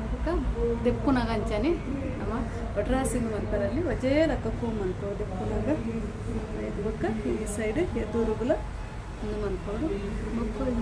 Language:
Tulu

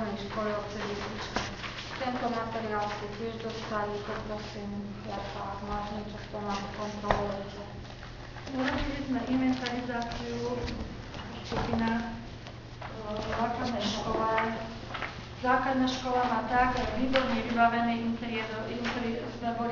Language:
Slovak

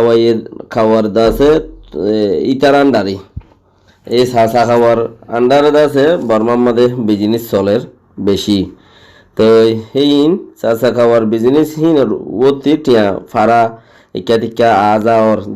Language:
Rohingya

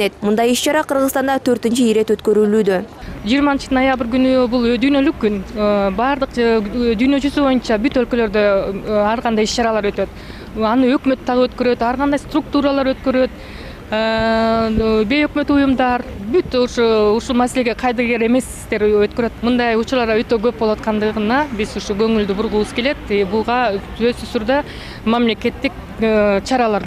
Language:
Kyrgyz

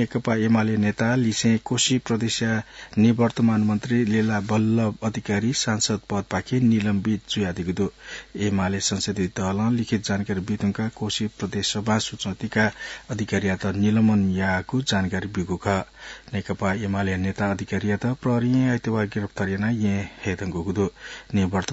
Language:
Newari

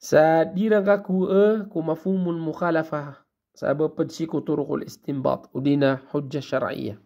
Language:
Maranao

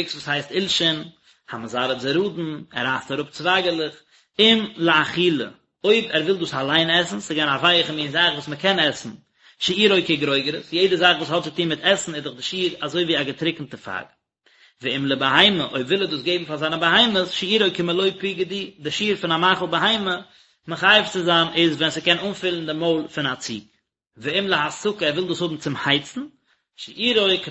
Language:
Yiddish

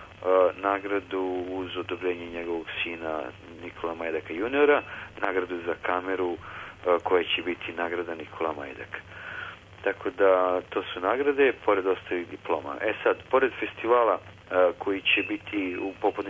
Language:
Serbian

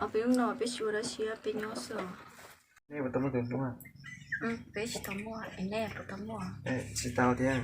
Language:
Hmong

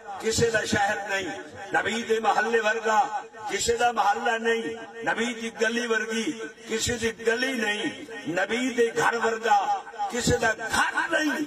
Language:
Saraiki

